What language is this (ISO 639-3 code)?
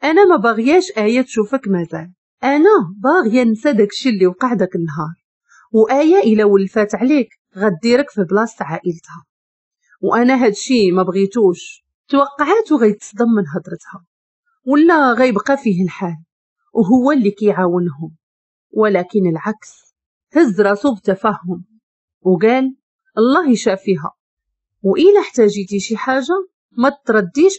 ary